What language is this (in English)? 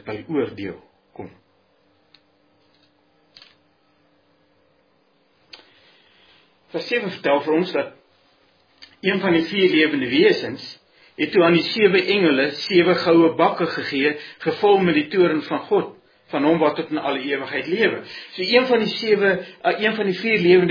Afrikaans